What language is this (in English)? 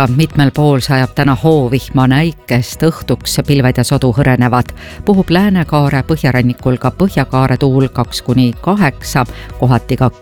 Estonian